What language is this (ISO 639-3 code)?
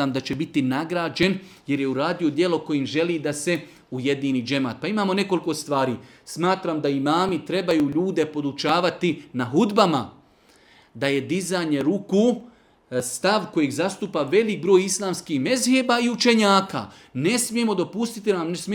bos